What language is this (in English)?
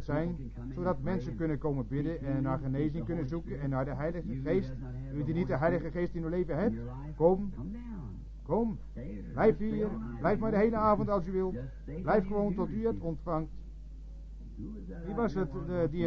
Dutch